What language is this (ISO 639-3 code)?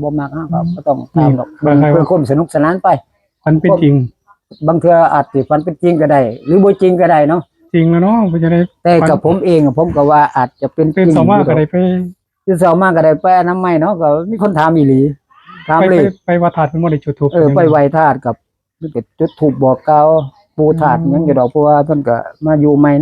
tts